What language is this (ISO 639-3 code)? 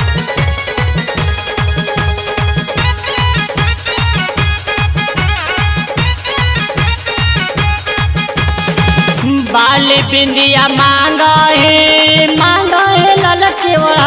bho